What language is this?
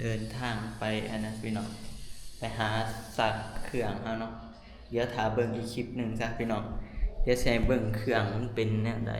Northeastern Thai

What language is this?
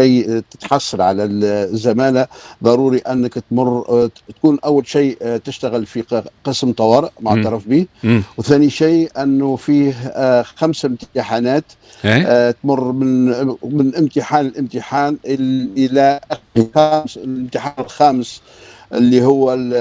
Tunisian Arabic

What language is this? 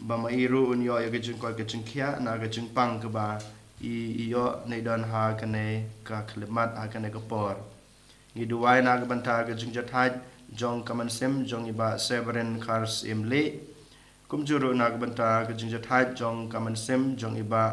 Khasi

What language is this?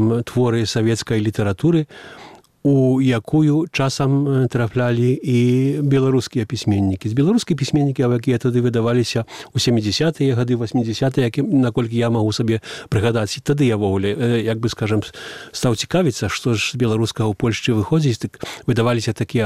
Belarusian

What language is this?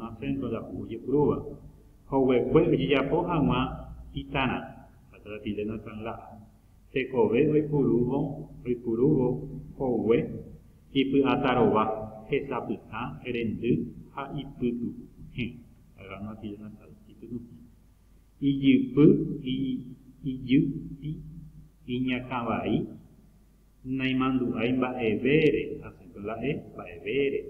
Guarani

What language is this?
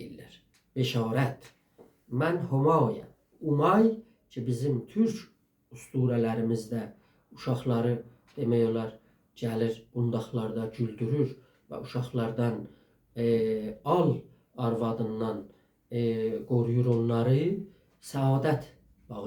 South Azerbaijani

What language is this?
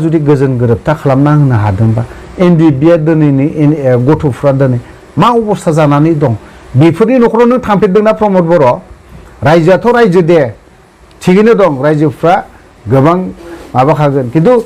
Bodo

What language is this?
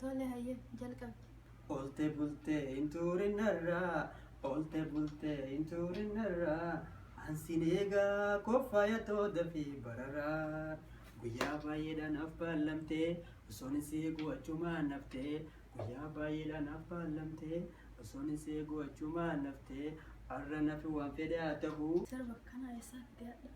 Oromo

